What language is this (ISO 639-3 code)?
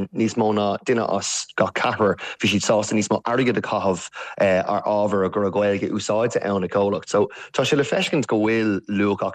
gle